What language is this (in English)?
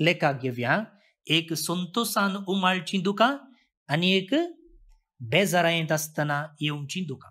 Konkani